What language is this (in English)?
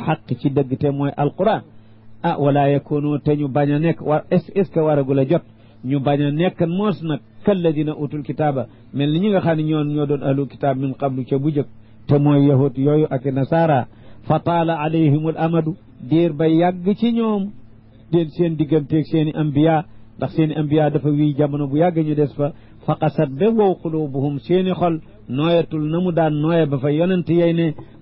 Wolof